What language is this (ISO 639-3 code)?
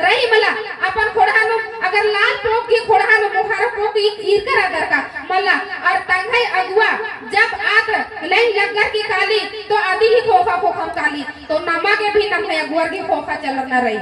kru